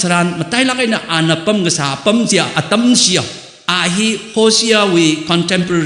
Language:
Tangkhul Naga (India)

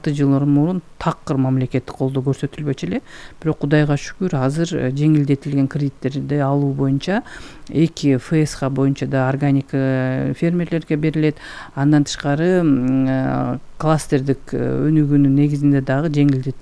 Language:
Kyrgyz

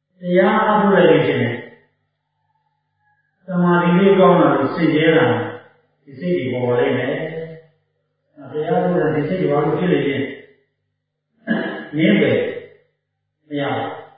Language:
Burmese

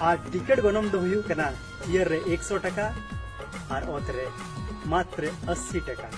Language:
Santali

